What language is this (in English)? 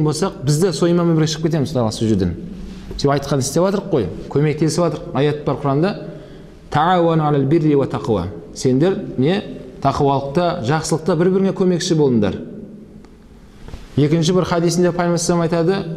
Kazakh